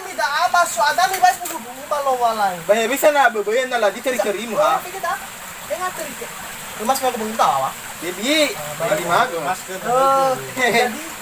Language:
Nias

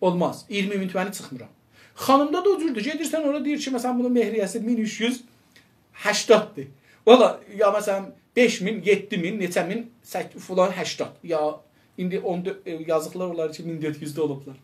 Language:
South Azerbaijani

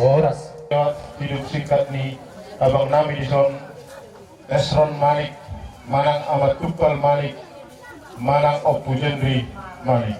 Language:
Batak Toba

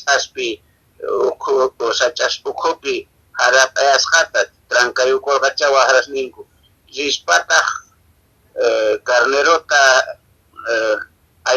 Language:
Quechua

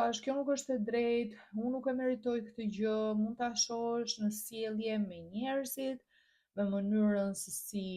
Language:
Albanian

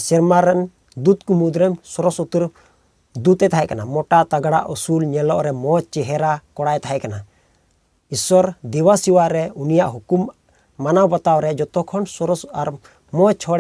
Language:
Santali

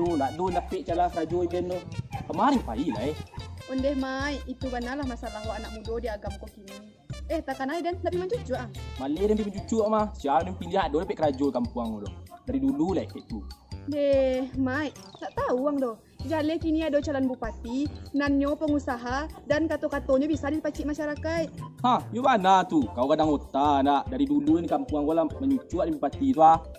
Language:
Minangkabau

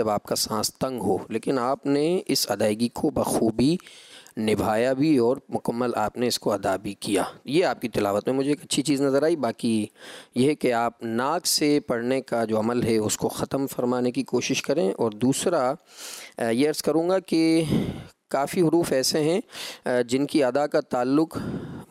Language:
Urdu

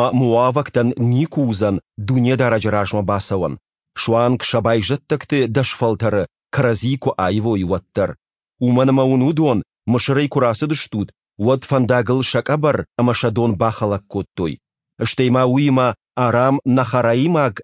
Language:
Ossetic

